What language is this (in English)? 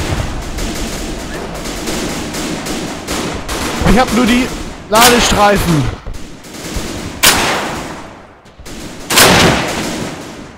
German